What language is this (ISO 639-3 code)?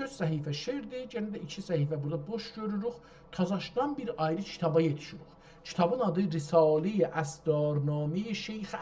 azb